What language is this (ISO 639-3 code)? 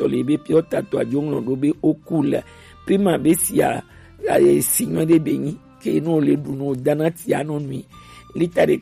gej